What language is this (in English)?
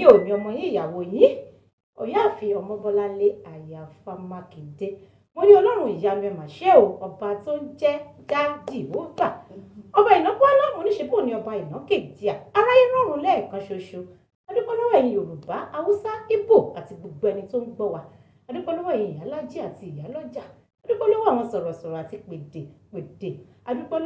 Yoruba